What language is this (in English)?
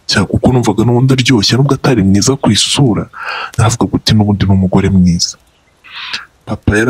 Kinyarwanda